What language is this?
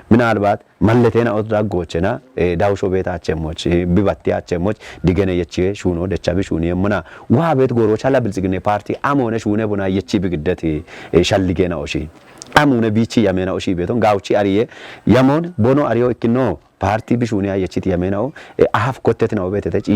Kafa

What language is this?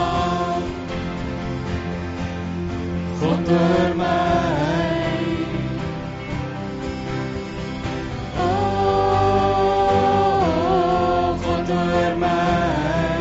Afrikaans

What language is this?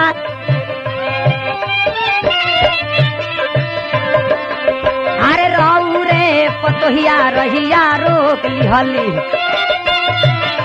Bhojpuri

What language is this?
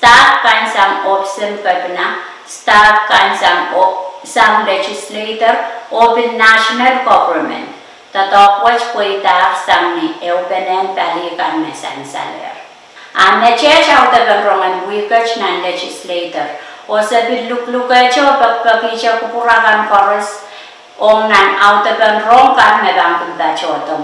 Pohnpeian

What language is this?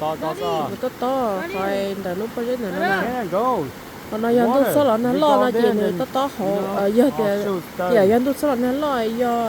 Hmong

